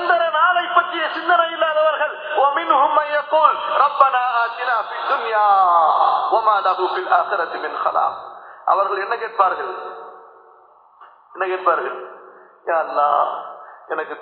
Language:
Tamil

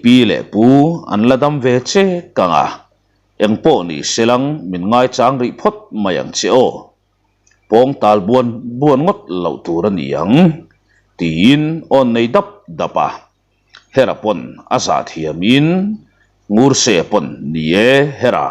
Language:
Mizo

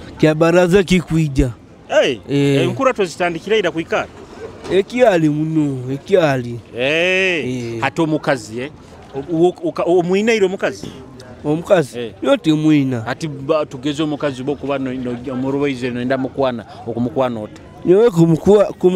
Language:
Nyoro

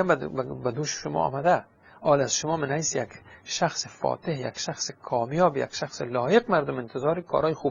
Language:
Persian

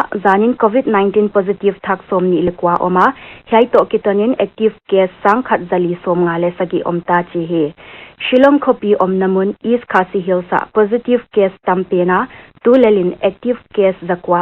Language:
Paite Chin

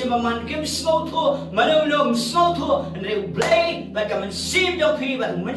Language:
Khasi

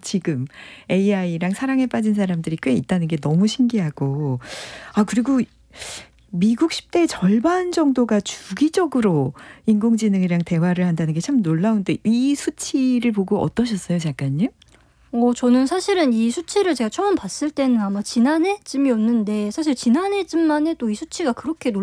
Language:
Korean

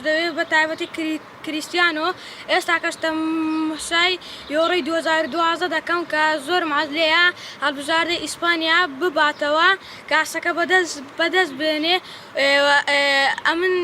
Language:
Central Kurdish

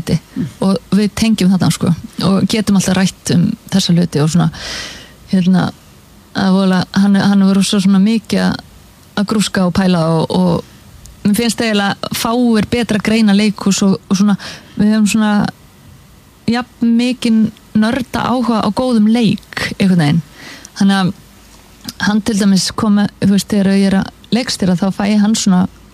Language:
Icelandic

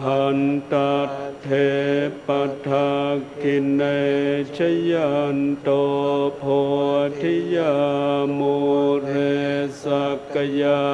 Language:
Pali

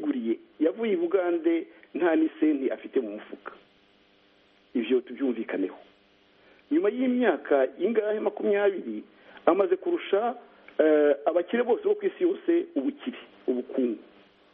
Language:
Kinyarwanda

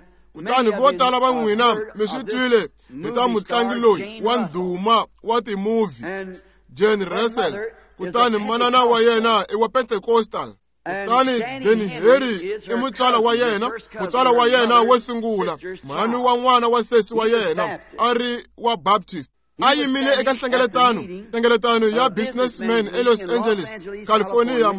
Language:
Tsonga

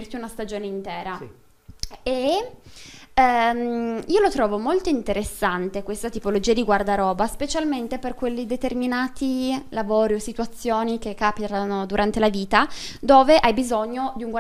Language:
Italian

